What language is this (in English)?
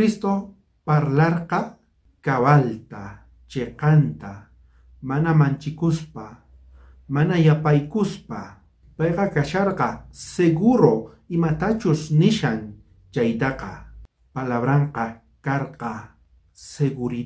South Bolivian Quechua